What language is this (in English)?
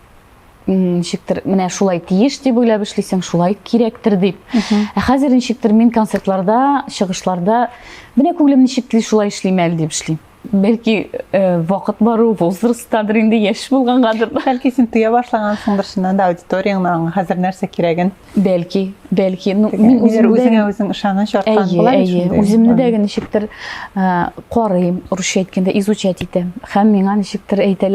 Tatar